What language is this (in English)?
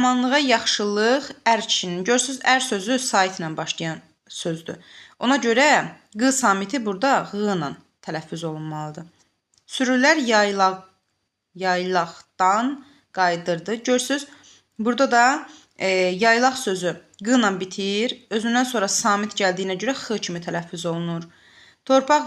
Azerbaijani